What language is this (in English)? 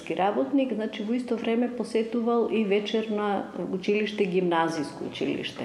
Macedonian